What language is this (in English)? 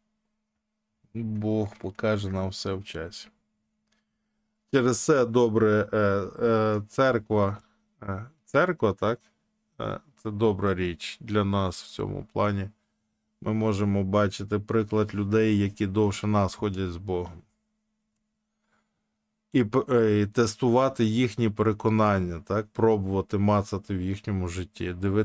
Ukrainian